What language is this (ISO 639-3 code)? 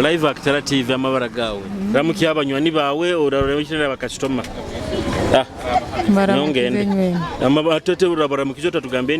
nyo